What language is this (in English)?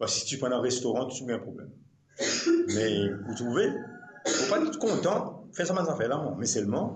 Morisyen